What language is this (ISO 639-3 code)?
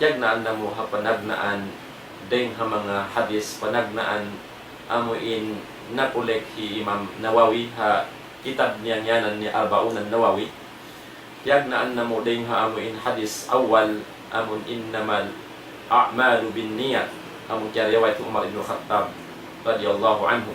tsg